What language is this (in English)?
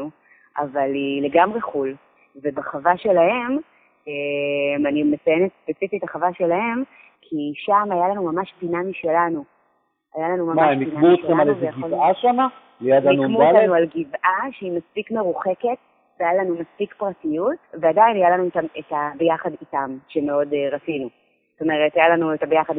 Hebrew